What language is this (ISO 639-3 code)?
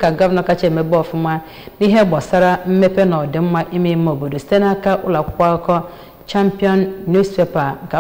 ibo